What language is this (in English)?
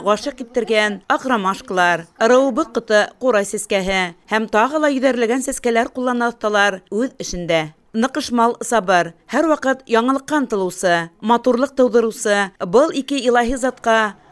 Bashkir